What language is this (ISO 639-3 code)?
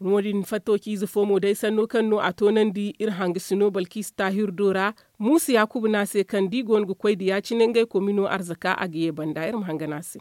dje